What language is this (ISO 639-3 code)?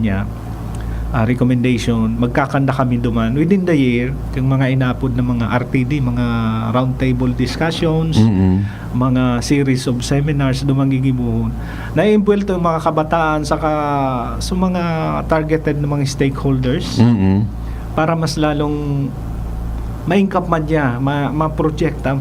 bik